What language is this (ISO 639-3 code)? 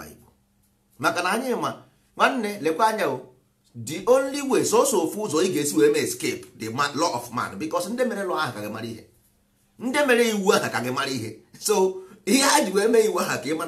ibo